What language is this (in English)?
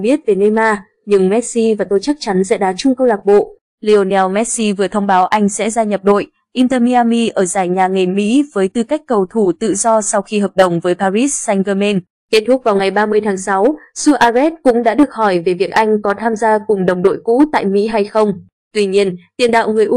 Vietnamese